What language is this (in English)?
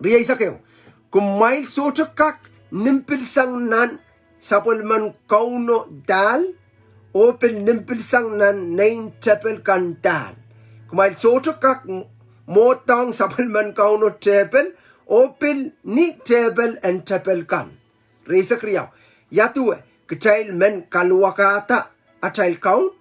Pohnpeian